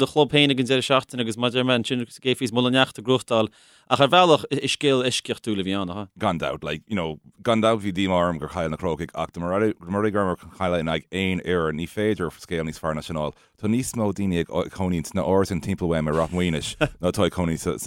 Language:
Irish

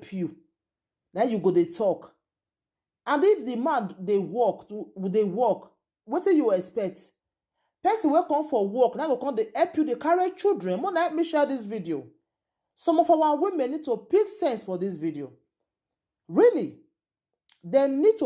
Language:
Nigerian Pidgin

